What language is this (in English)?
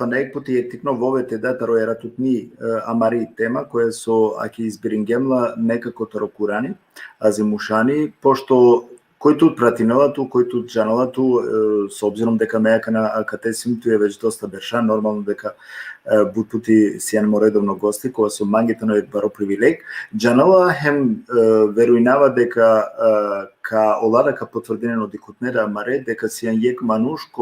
Balkan Romani